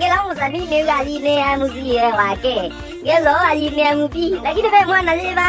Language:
Kamba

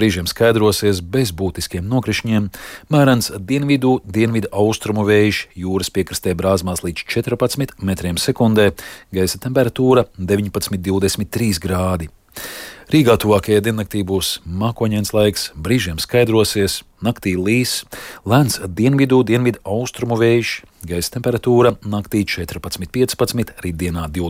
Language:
Latvian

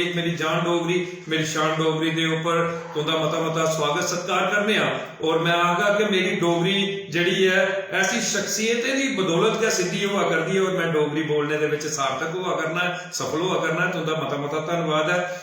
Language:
Dogri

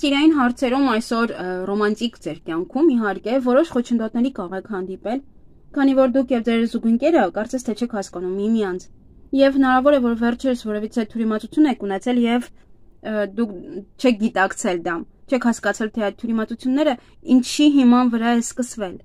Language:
Armenian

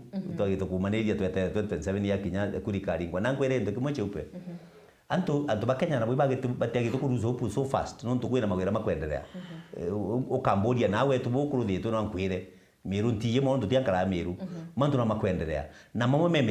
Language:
Meru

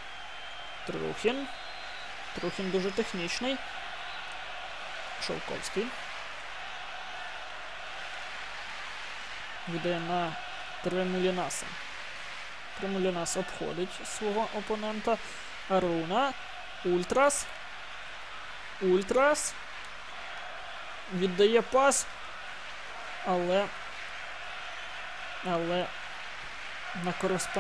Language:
Ukrainian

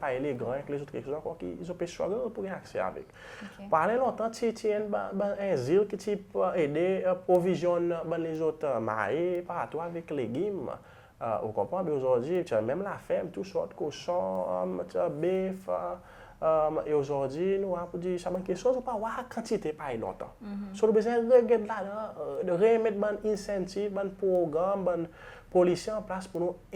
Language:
Seselwa Creole French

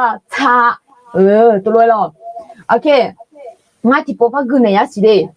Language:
Akha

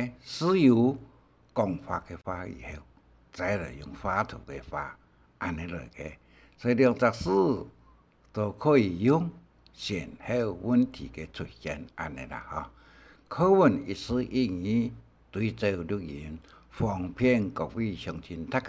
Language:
Hakka Chinese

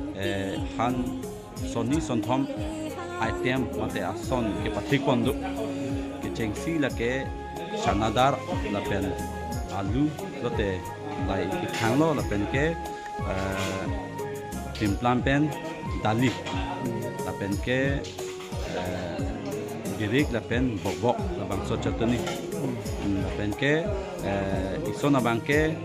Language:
Karbi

